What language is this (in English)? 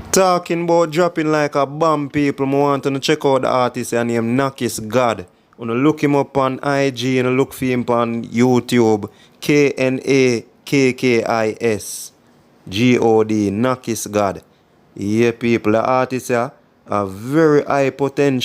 Jamaican Creole English